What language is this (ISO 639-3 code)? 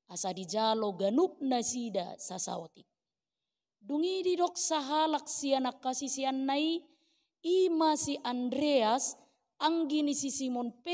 bbc